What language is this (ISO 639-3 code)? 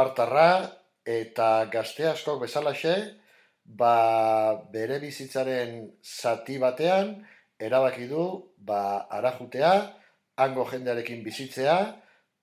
eus